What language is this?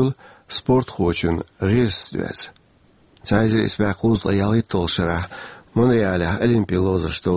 Chechen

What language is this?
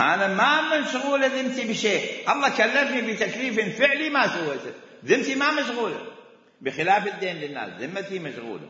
Mesopotamian Arabic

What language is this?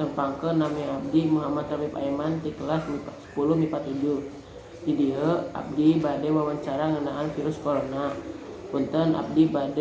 Sundanese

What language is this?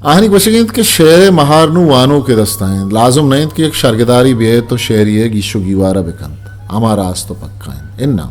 Eastern Balochi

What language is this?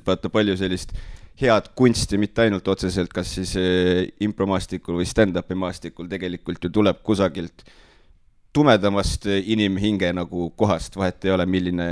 Estonian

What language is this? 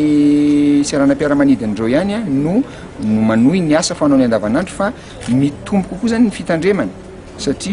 Malagasy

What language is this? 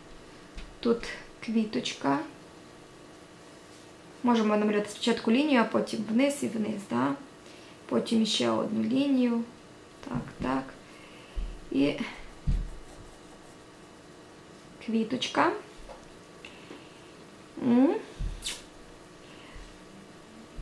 Ukrainian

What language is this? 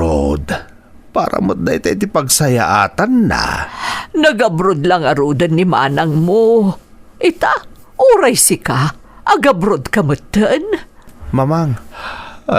Iloko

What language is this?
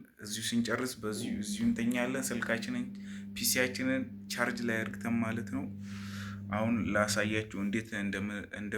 Amharic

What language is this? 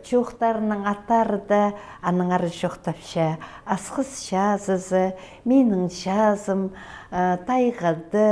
Khakas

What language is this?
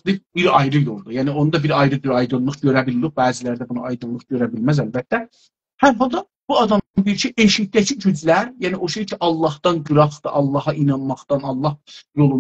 South Azerbaijani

